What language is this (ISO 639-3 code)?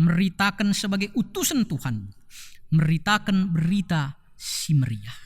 btx